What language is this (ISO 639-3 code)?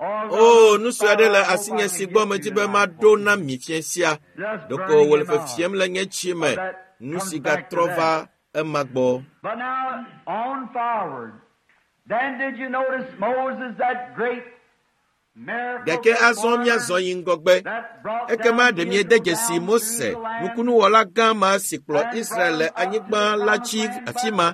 ewe